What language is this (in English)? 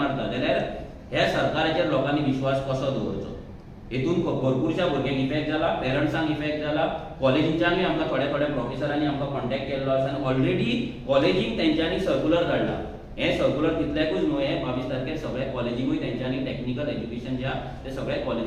Konkani